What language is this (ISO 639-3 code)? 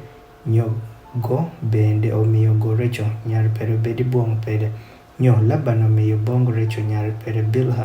adh